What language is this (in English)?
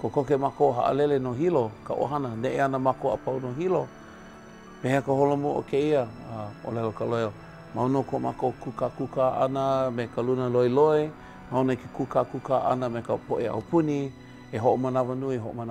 Hawaiian